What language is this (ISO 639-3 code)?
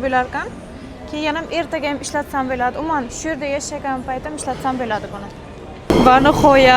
uzb